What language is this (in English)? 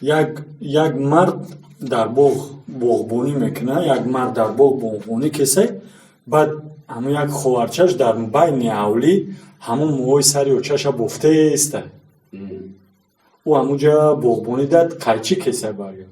Tajik